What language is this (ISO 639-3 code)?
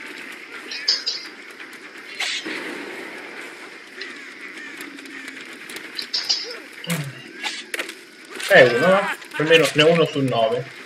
ita